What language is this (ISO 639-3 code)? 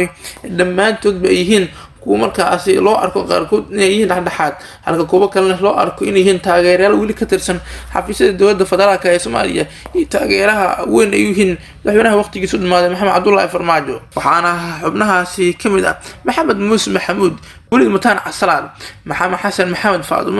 som